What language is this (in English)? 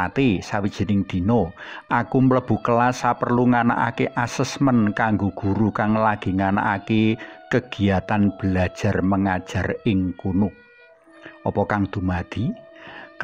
Javanese